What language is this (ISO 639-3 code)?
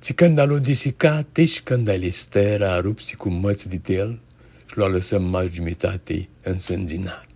rup